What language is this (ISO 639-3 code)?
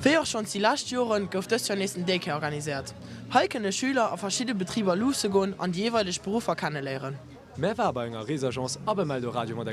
ltz